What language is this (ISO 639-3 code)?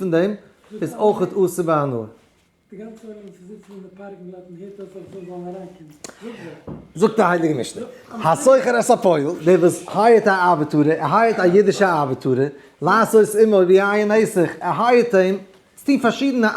yid